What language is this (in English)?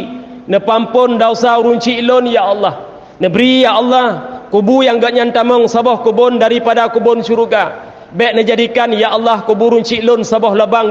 Achinese